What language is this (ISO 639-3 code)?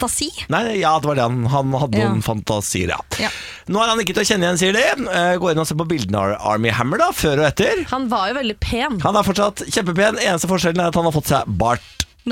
nor